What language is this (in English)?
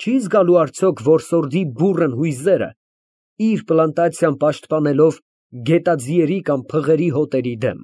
Armenian